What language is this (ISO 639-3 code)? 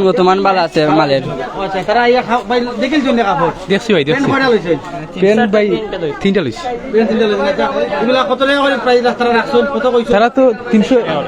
syl